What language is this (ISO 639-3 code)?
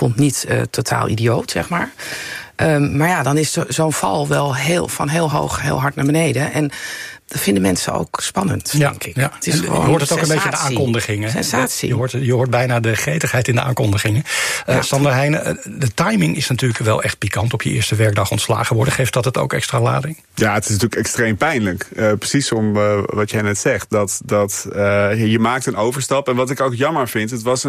nld